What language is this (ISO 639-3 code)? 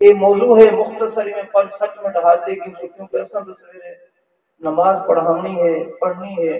skr